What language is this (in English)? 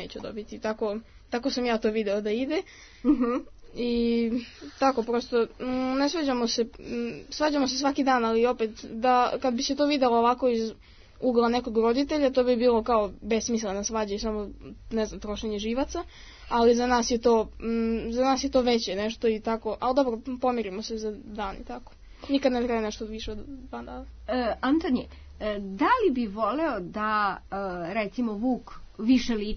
Serbian